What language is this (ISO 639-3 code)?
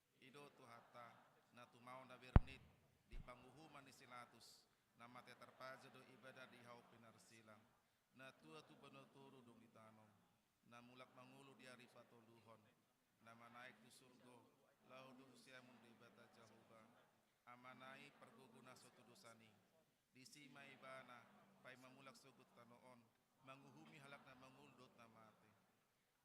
bbc